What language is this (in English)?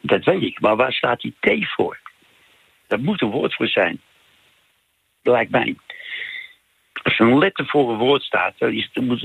Dutch